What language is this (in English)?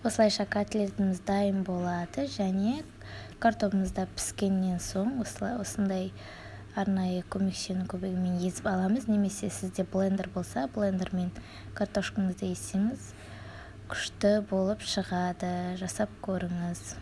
Kazakh